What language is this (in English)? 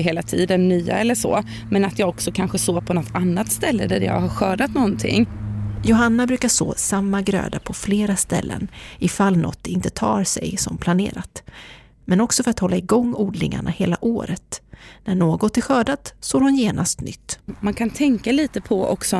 Swedish